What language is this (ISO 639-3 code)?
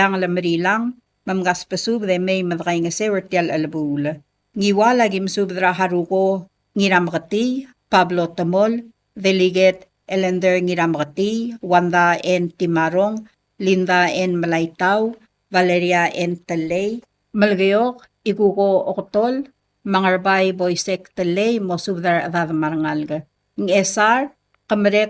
pau